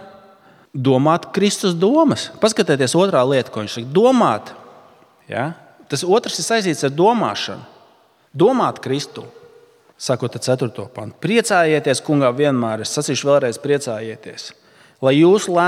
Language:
Latvian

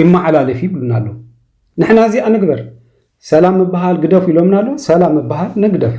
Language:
Tigrinya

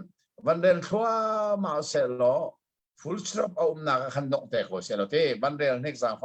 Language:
Hakha Chin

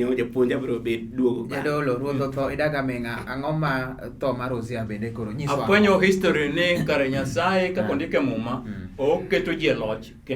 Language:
Luo (Kenya and Tanzania)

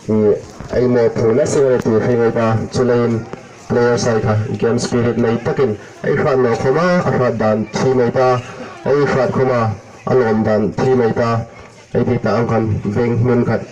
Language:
Hmar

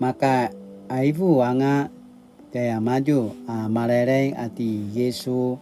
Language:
Paiwan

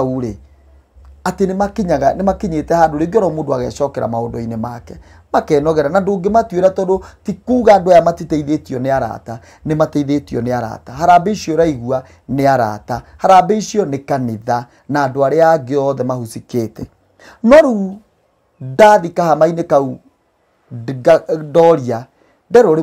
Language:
Kikuyu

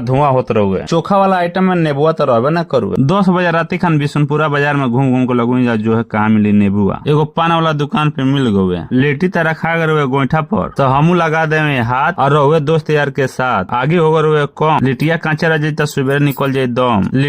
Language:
Bhojpuri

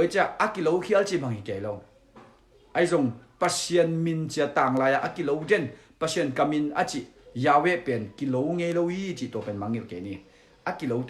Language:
Tedim Chin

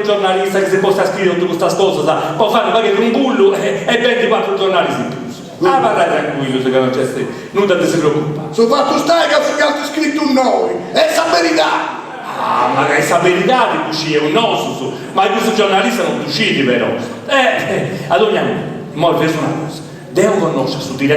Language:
Sardinian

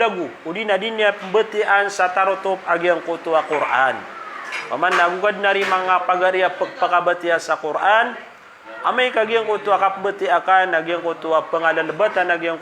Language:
Maranao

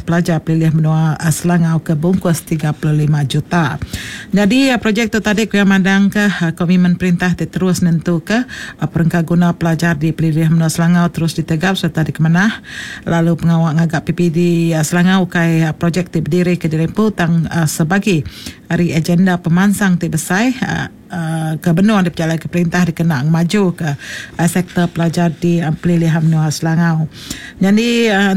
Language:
Iban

